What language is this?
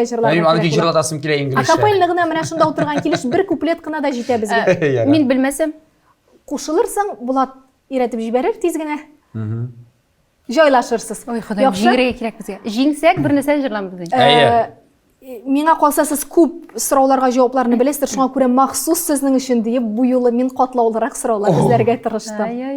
Tatar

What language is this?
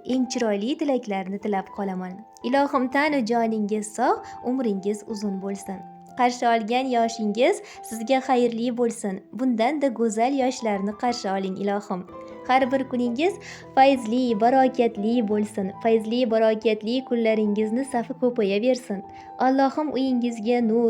Uzbek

